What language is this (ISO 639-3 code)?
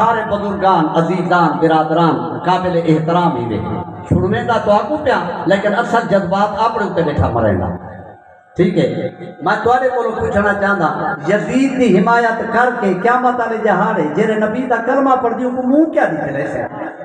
skr